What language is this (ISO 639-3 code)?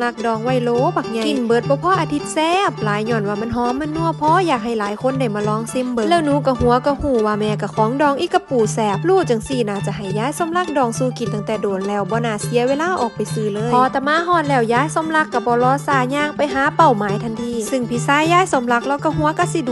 tts